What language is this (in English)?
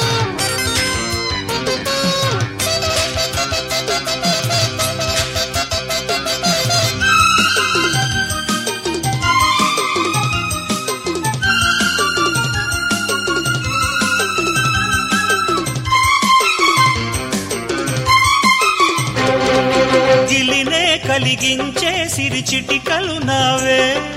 Telugu